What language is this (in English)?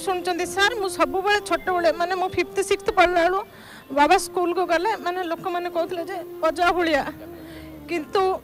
Odia